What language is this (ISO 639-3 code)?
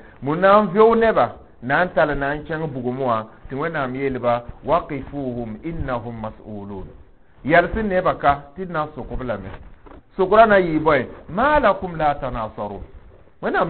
mos